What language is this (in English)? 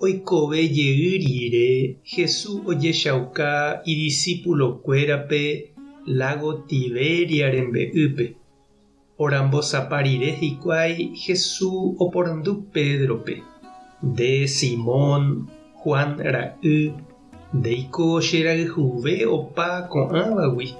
Guarani